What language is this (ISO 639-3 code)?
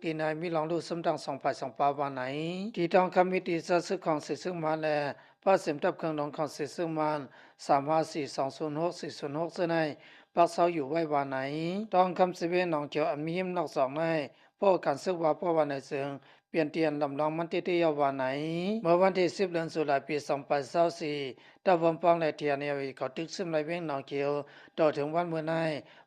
lao